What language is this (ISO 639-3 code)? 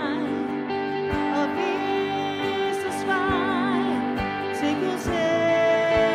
dan